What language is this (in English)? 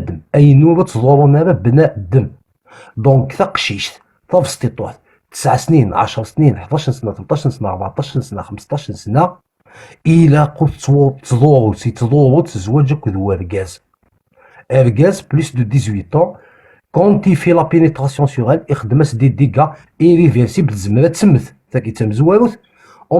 Kabyle